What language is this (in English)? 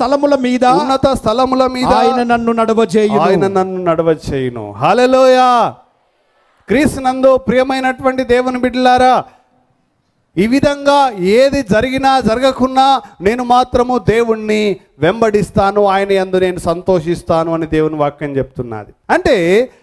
Telugu